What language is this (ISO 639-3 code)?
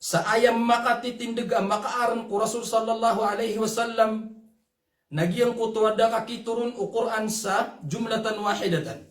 mrw